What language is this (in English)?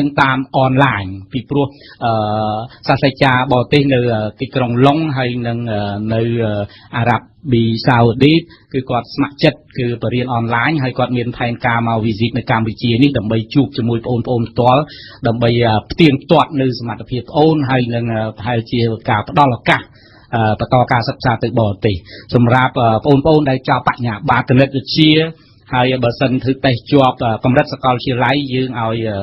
Khmer